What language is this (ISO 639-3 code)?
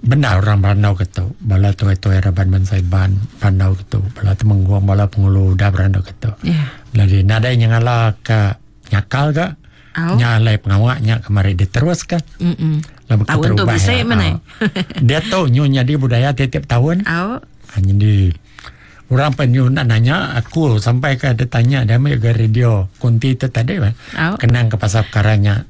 iba